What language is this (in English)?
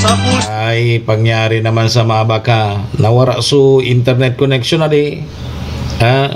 Bikol